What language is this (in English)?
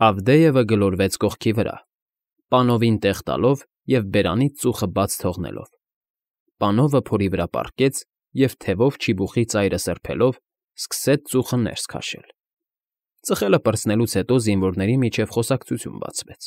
Armenian